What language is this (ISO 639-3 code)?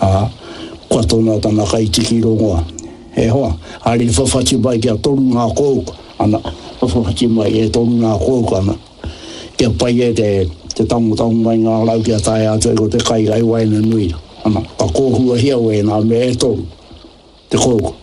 mri